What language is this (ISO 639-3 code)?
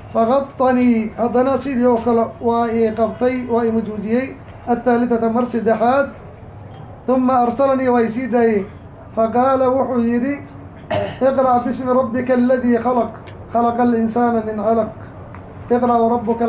som